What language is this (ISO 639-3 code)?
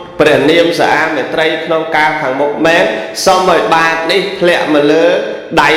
khm